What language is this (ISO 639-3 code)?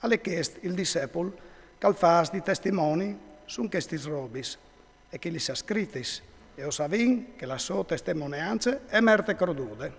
fur